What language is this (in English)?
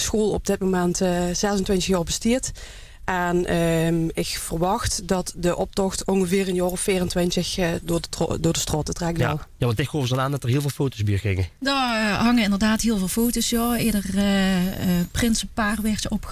Limburgish